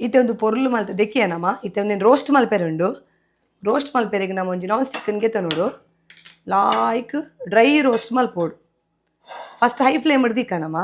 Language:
Tulu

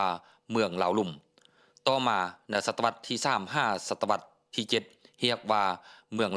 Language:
Lao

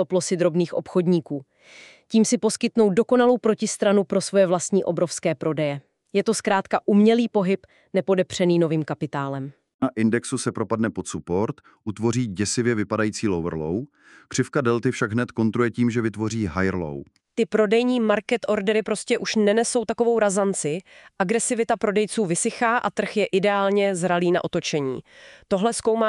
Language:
Czech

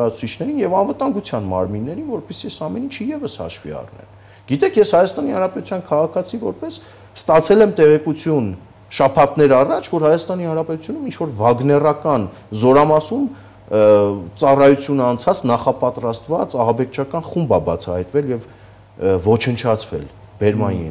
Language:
Armenian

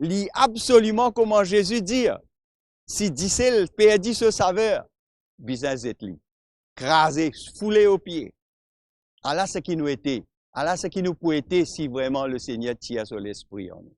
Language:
Morisyen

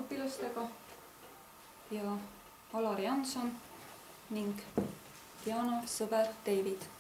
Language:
Estonian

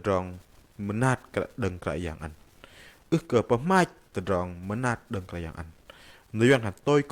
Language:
Bahnar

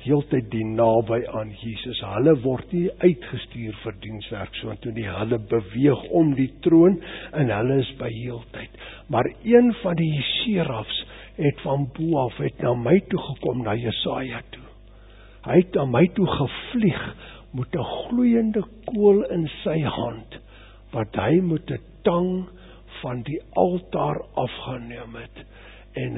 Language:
Afrikaans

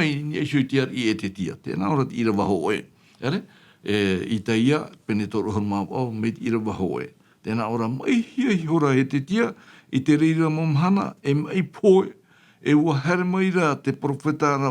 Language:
Tahitian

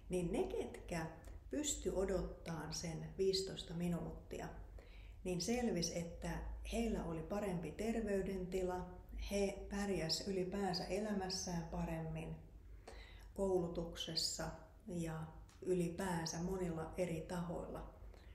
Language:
Finnish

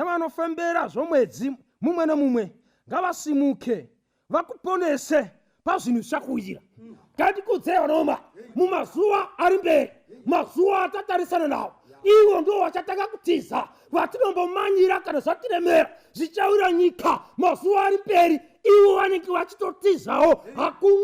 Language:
Shona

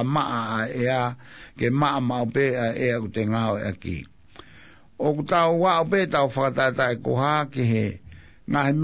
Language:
Tongan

